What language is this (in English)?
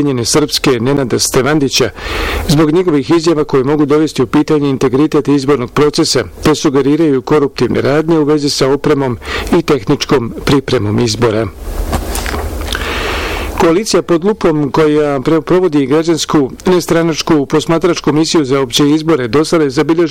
Bosnian